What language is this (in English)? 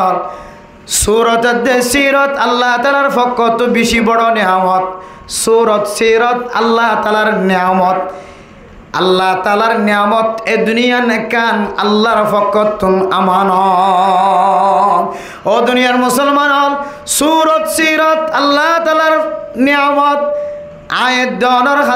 Rohingya